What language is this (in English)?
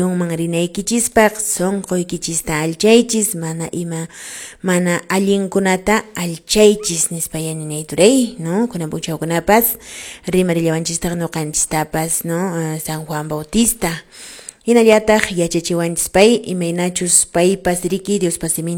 Quechua